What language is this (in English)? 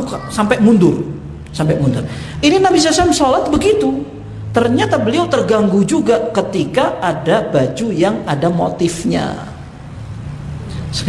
Indonesian